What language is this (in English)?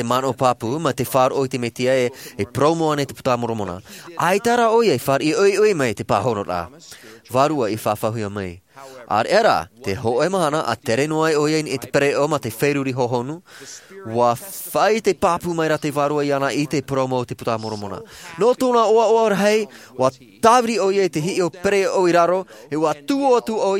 Tahitian